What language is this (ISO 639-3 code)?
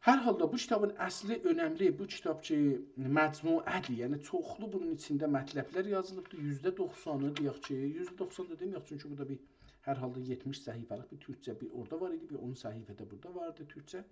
azb